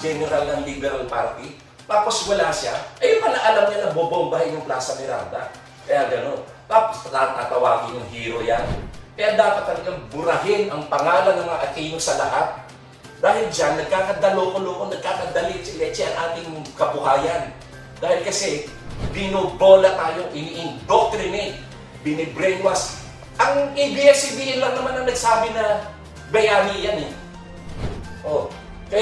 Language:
Filipino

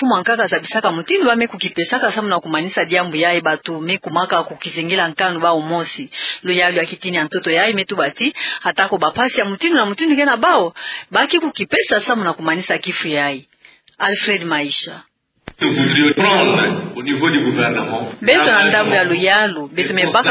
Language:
Kituba (Democratic Republic of Congo)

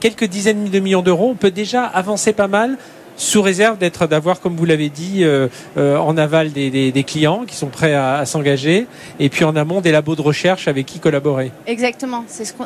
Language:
French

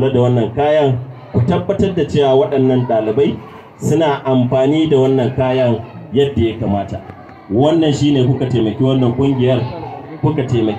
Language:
Hausa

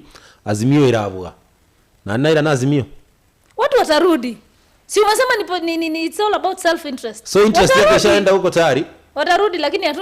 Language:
Gusii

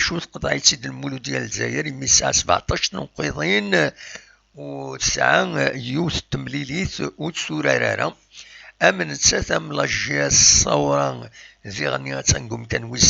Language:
Kabyle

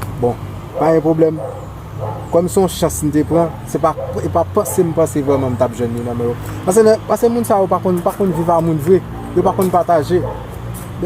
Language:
Haitian Creole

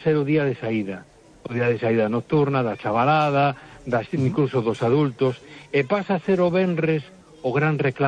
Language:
Galician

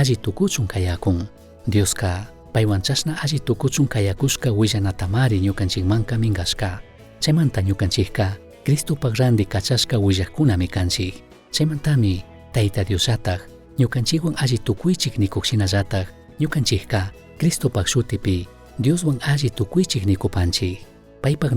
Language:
Chimborazo Highland Quichua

